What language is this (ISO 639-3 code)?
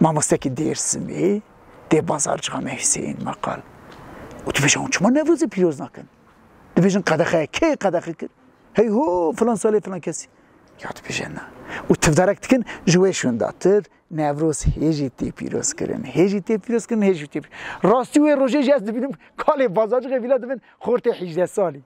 kur